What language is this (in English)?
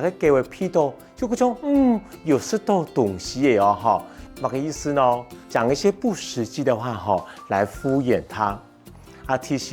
Hakka Chinese